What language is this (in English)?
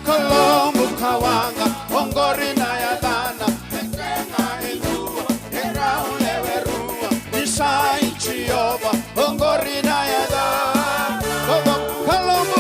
Fijian